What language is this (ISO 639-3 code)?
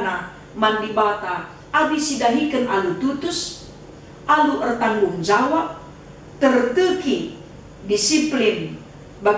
btx